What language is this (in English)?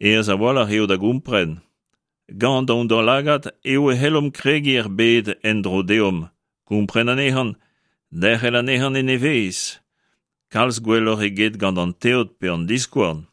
Breton